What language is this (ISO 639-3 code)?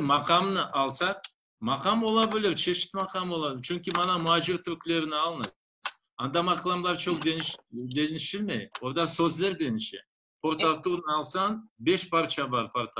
crh